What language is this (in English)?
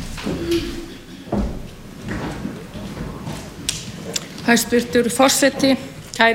Icelandic